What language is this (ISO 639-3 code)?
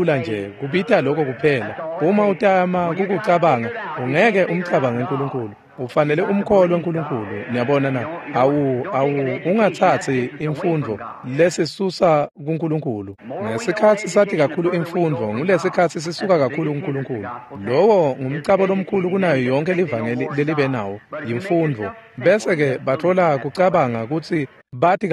ssw